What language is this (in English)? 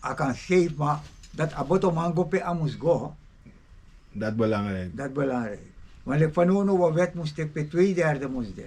Sranan Tongo